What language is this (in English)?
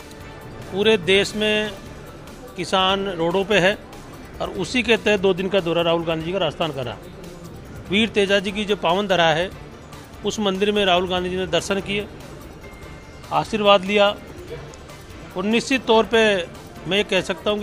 Hindi